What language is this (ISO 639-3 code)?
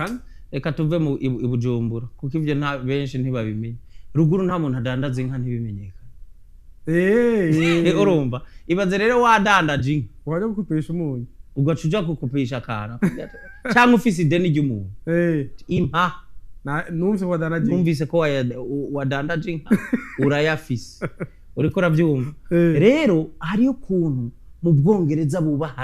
run